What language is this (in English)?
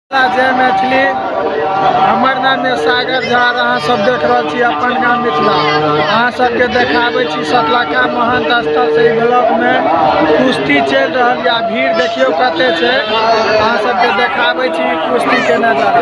Maithili